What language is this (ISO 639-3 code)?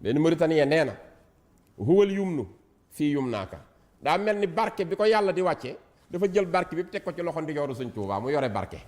wol